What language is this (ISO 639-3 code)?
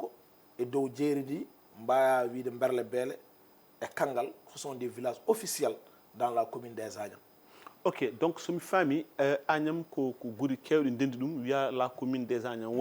ful